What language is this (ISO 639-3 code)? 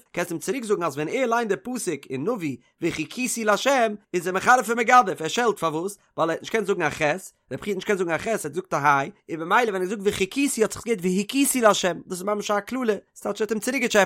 yid